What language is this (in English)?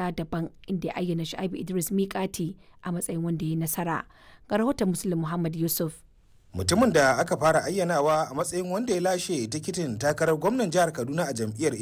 Hausa